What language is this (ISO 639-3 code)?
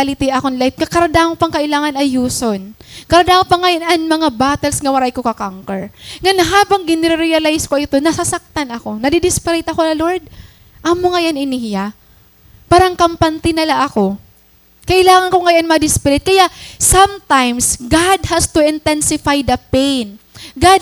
war